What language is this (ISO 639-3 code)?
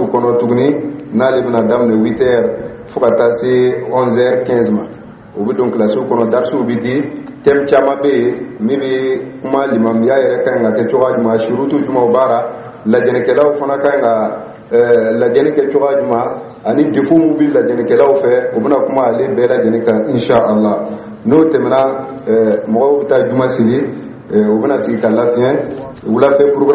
dyu